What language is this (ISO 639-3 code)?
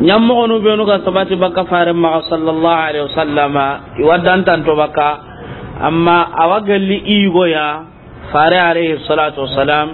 snk